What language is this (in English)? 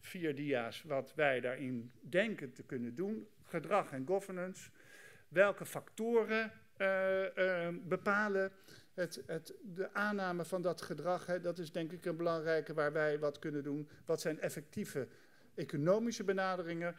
Dutch